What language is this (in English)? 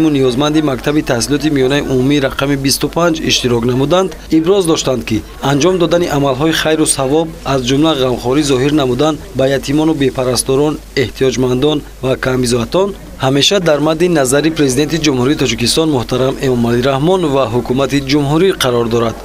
Tajik